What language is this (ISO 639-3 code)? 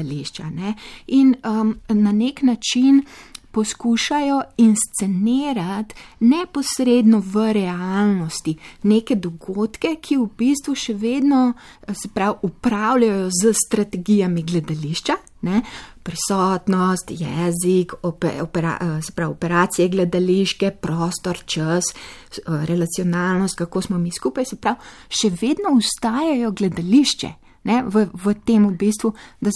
slv